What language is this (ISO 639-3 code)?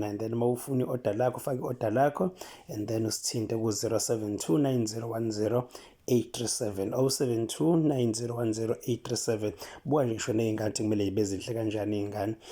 zul